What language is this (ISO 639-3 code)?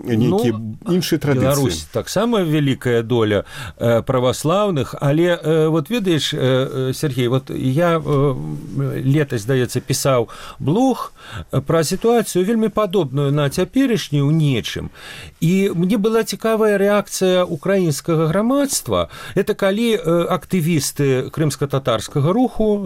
bel